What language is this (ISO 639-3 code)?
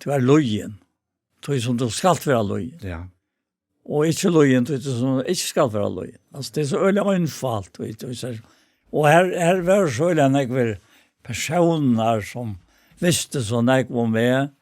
fao